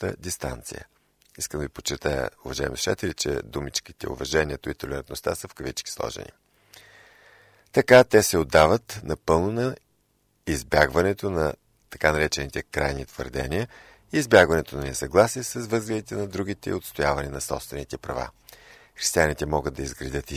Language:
Bulgarian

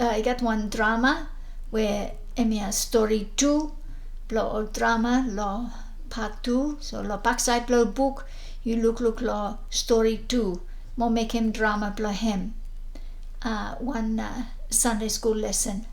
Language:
Bislama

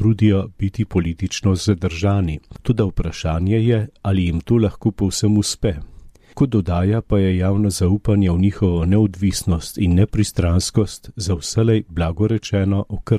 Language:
Slovenian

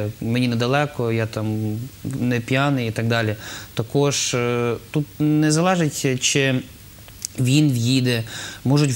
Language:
Ukrainian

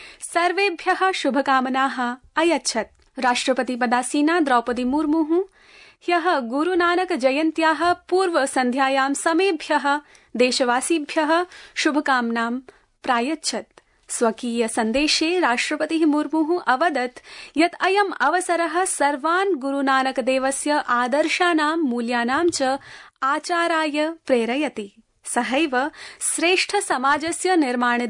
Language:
Sanskrit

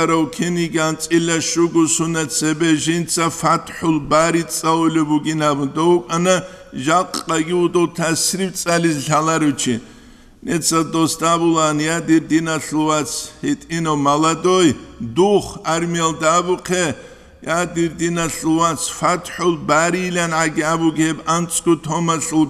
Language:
Avaric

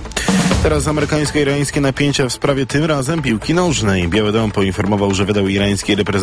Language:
Polish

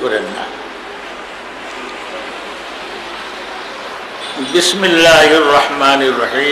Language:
Bangla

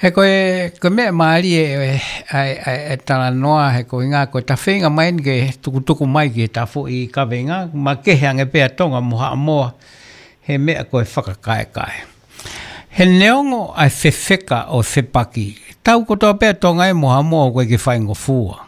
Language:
Tongan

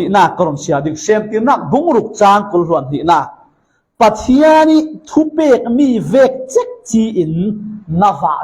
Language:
Falam Chin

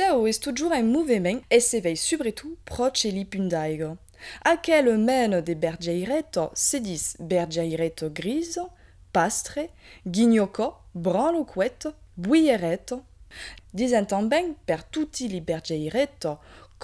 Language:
Occitan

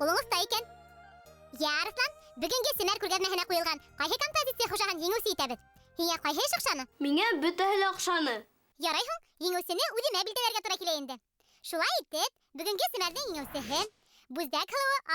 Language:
Bashkir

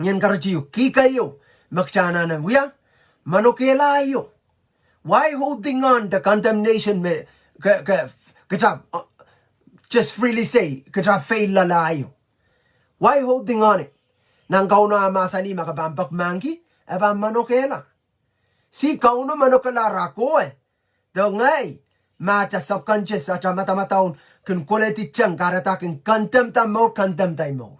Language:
Pohnpeian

